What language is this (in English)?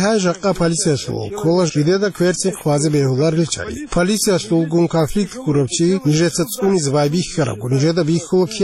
Avaric